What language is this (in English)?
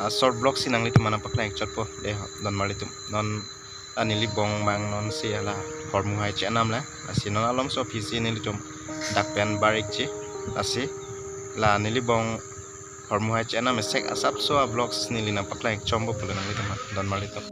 Karbi